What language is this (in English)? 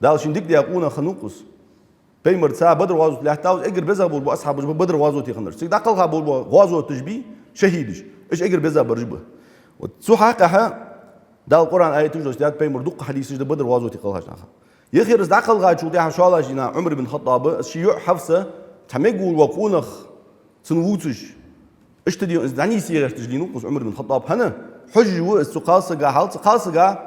Ingush